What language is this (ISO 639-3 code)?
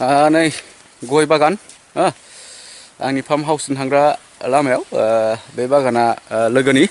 brx